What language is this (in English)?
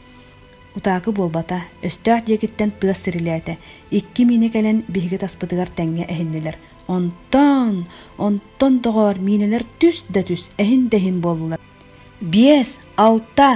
Yakut